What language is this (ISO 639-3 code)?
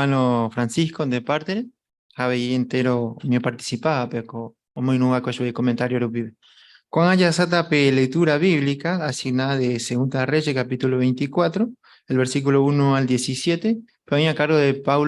grn